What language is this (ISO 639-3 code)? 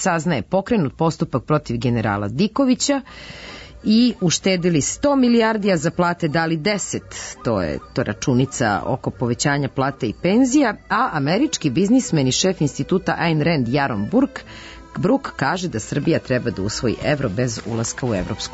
srp